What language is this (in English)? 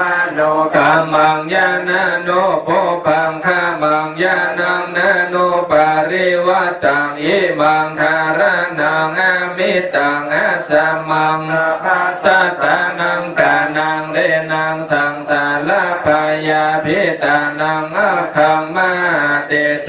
Pali